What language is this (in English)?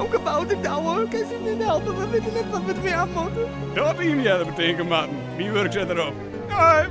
Western Frisian